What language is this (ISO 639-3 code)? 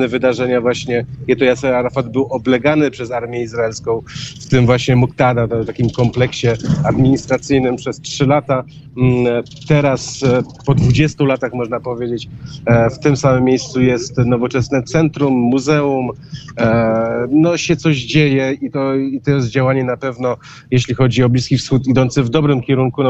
pol